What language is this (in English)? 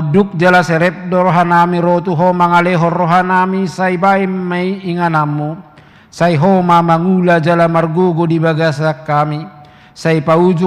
Batak Toba